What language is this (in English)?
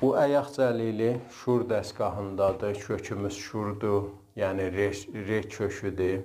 South Azerbaijani